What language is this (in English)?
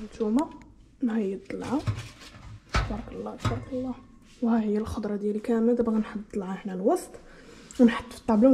Moroccan Arabic